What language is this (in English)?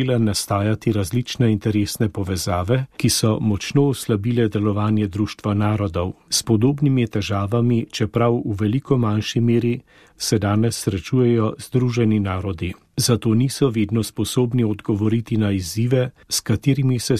Slovenian